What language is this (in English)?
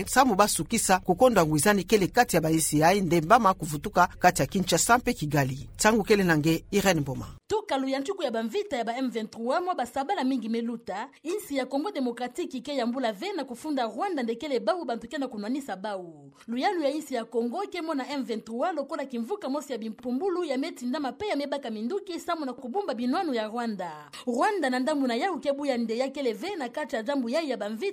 Kituba (Democratic Republic of Congo)